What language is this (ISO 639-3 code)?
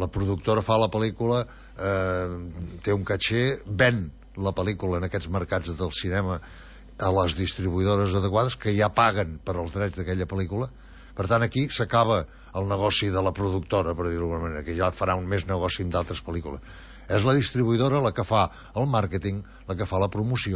cat